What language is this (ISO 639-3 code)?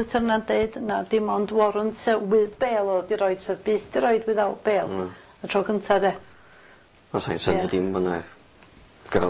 cym